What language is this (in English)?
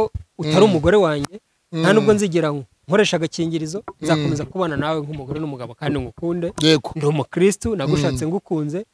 Kinyarwanda